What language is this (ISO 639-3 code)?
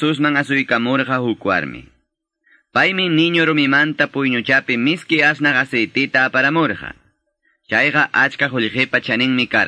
que